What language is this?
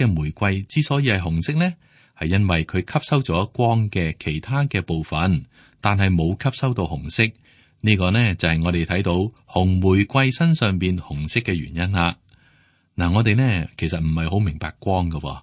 Cantonese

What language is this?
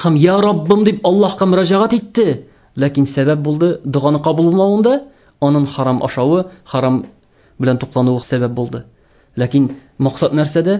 Tatar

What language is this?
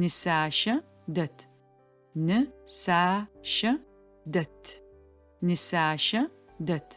Adyghe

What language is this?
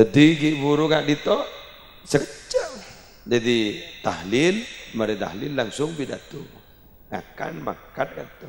Madurese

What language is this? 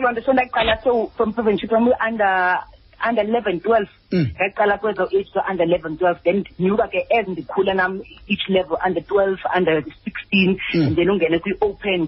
Xhosa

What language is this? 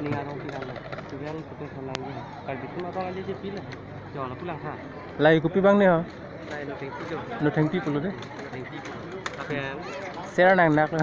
Karbi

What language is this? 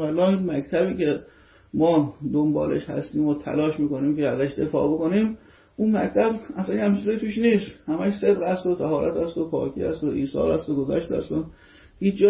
Persian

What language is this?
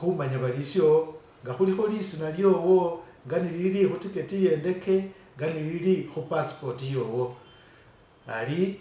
Masaaba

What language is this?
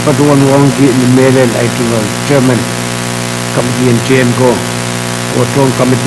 Pohnpeian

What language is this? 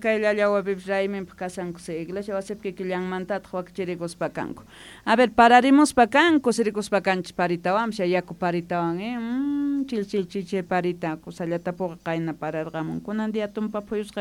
Quechua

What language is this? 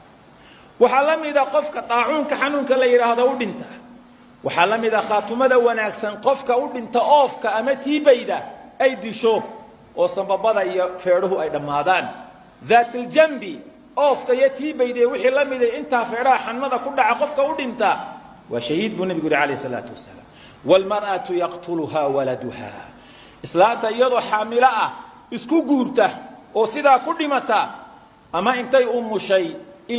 Somali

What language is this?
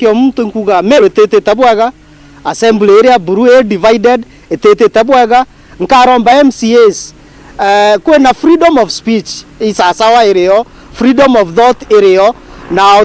Meru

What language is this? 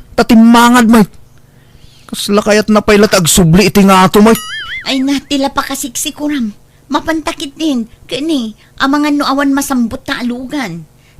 Iloko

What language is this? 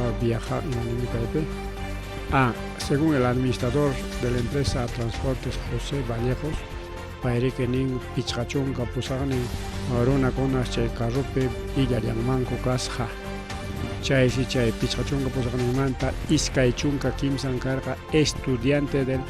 Ayacucho Quechua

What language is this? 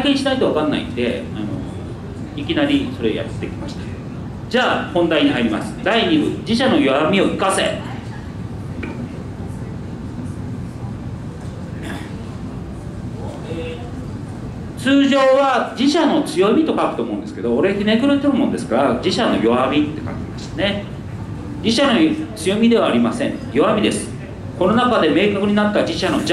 Japanese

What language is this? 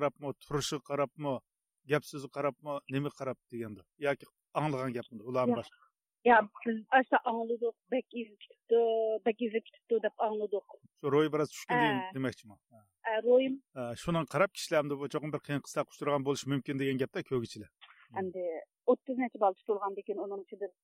Uyghur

